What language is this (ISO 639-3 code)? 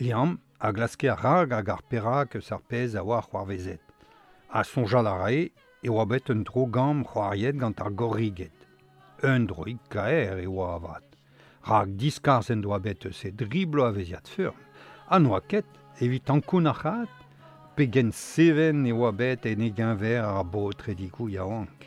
bre